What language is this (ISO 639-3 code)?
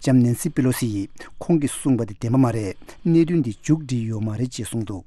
bod